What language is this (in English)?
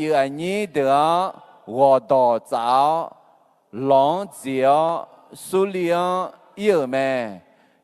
Akha